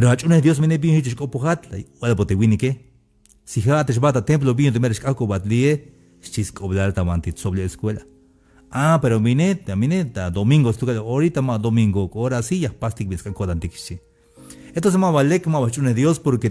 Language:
Tzeltal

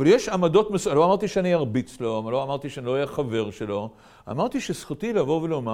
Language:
Hebrew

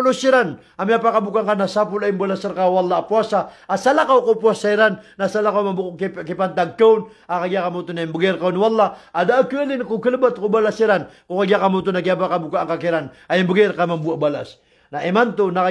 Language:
Maranao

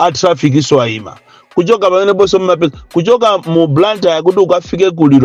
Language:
Nyanja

